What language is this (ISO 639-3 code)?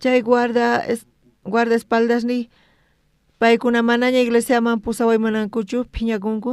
quh